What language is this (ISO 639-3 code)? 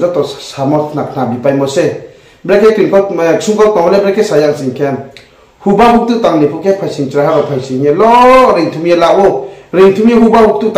ria